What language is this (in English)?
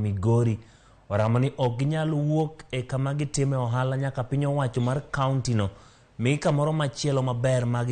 Luo (Kenya and Tanzania)